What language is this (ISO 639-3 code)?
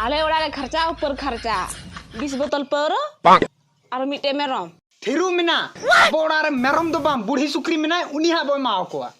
sat